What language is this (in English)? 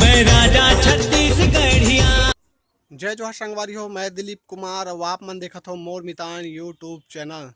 Chhattisgarhi